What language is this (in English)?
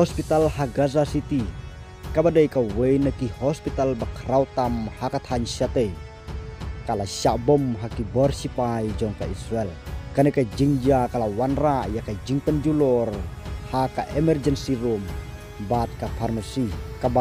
Khasi